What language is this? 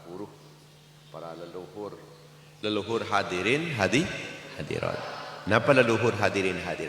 Madurese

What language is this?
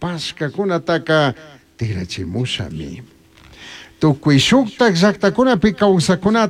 Chimborazo Highland Quichua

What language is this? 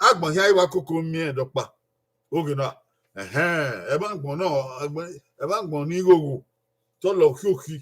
Bini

